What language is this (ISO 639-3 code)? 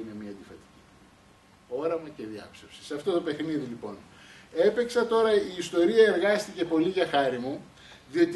ell